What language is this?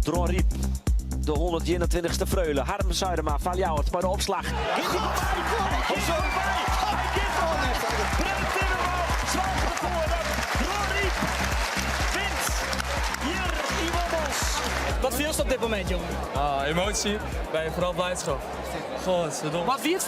Western Frisian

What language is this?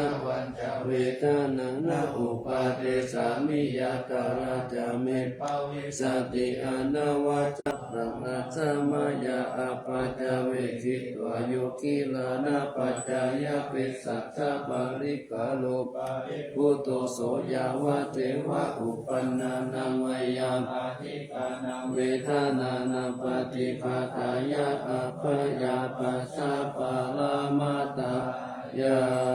Pali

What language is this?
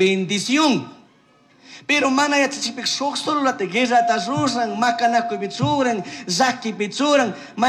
Chimborazo Highland Quichua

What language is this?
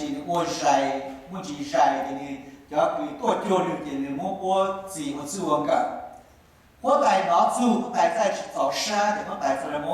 Hmong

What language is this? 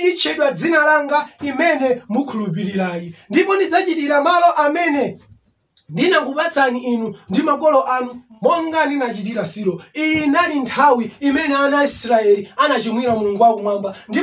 Nyanja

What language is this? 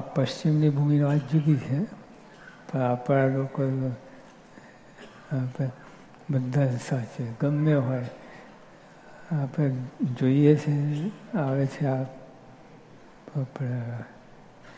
Gujarati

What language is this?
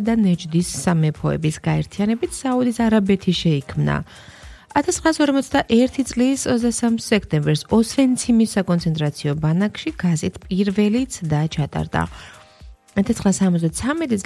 Georgian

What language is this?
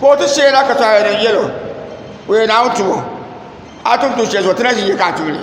Dagbani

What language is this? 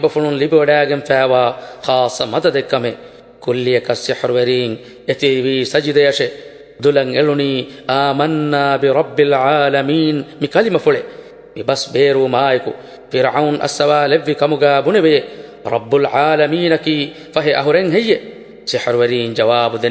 Divehi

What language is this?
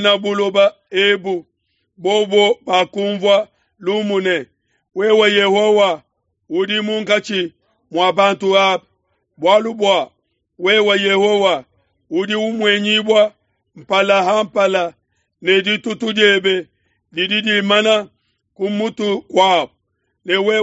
Luba-Lulua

